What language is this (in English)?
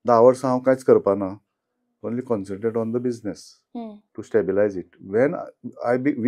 Konkani